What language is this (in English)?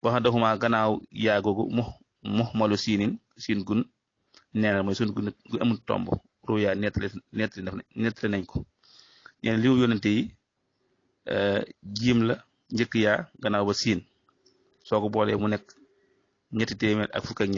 Wolof